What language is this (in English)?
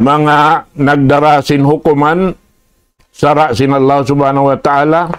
Tausug